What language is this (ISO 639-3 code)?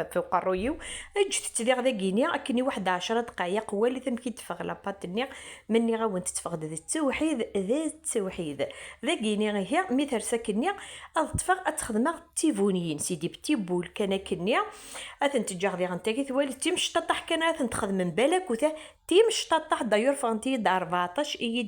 kab